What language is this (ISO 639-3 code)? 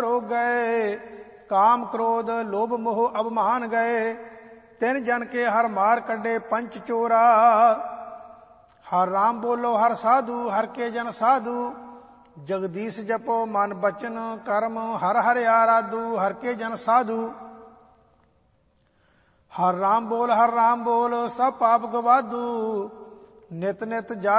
pan